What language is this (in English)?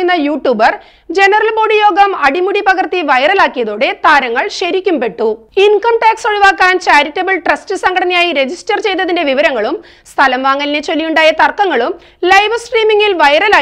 Malayalam